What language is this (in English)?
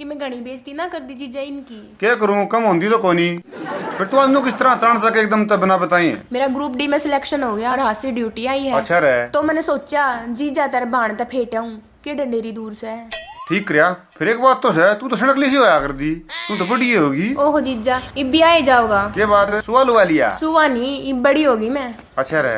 Haryanvi